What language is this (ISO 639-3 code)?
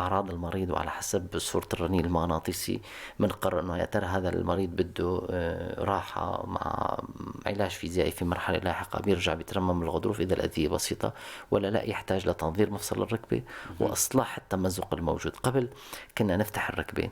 apc